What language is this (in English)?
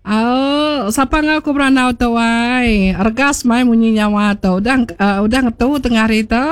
Iban